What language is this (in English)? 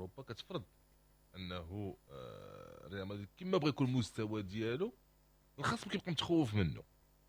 Moroccan Arabic